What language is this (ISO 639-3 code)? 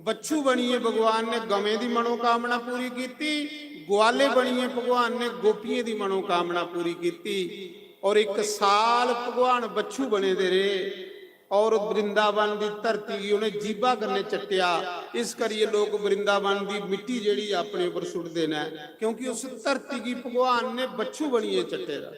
doi